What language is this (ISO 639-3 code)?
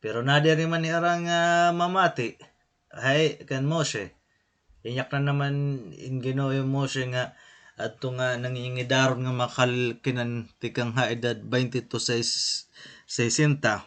war